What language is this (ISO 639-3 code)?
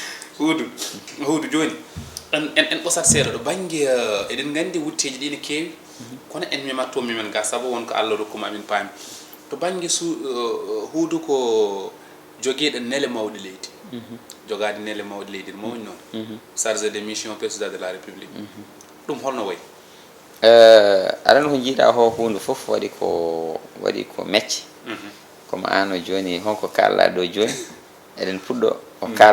ful